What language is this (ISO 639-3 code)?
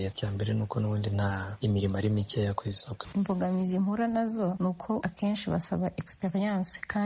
kin